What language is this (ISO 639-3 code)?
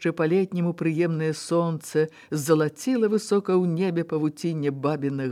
bel